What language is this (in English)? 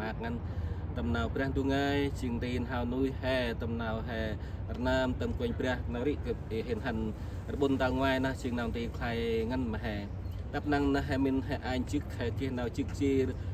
Central Mnong